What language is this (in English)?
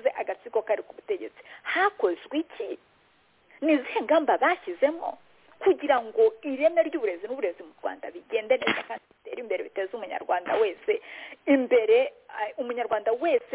Kinyarwanda